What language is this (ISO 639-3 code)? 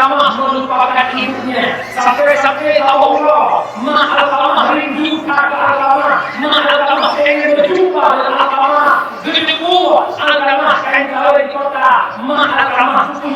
ace